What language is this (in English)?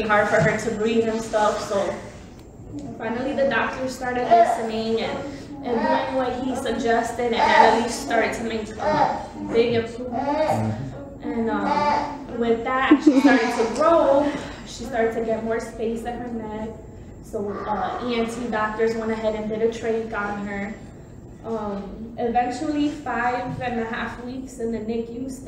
English